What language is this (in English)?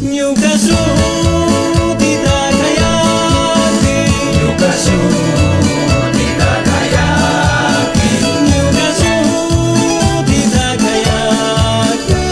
Chimborazo Highland Quichua